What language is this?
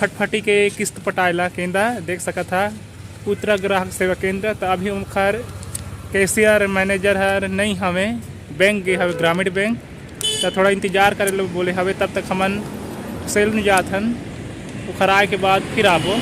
Chhattisgarhi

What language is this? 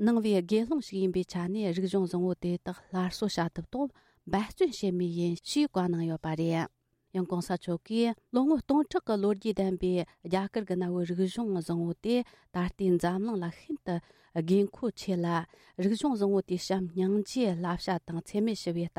Tibetan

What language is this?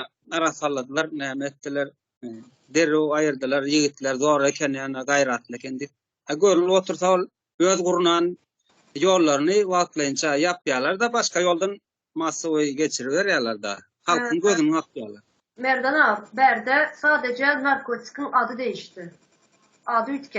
Turkmen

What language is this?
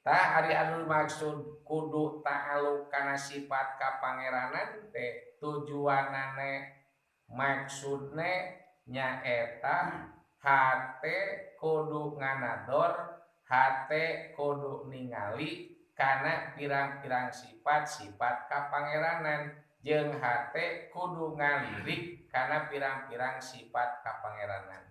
Sundanese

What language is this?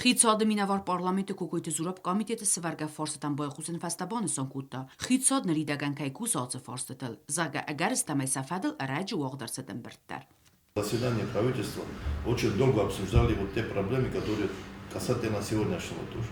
Ossetic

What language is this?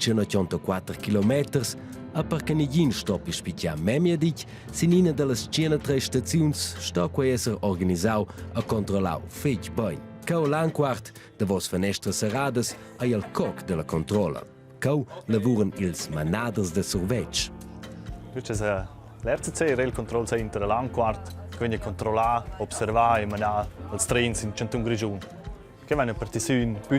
Romansh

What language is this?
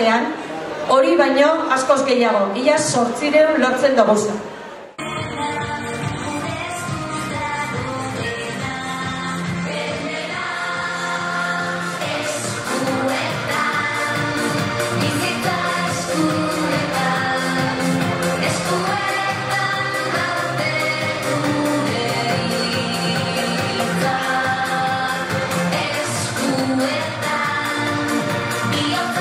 Basque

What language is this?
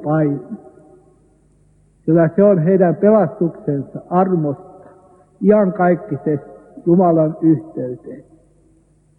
Finnish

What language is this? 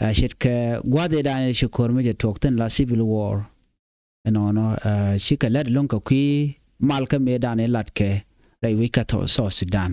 Nuer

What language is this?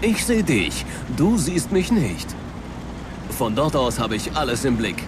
Bavarian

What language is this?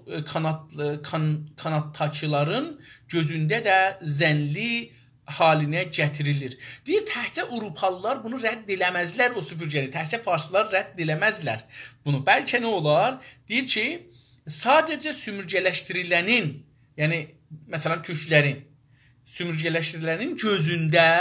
South Azerbaijani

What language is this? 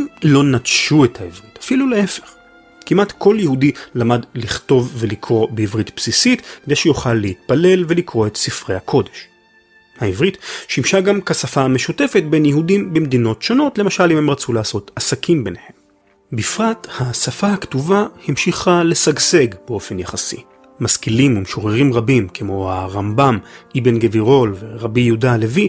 Hebrew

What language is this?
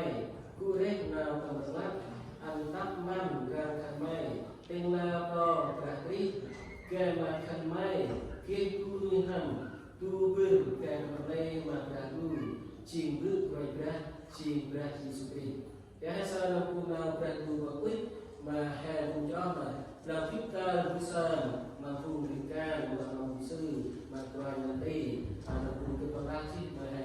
Central Mnong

